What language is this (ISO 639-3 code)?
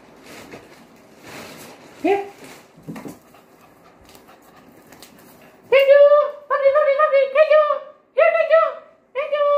fil